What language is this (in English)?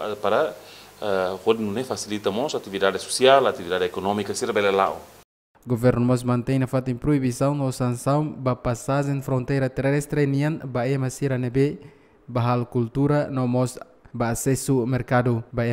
Tetum